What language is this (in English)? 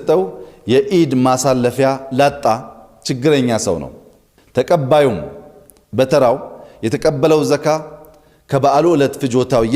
Amharic